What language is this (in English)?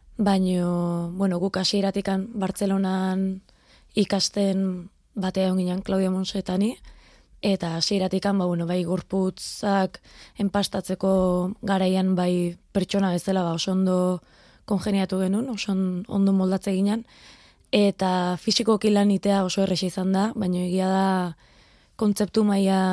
Basque